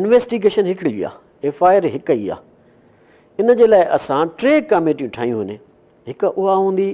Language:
Sindhi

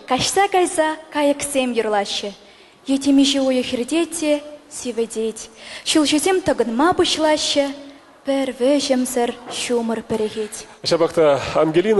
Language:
Chuvash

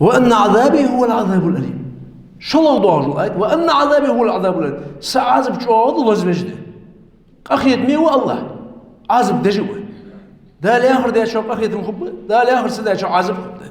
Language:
Ingush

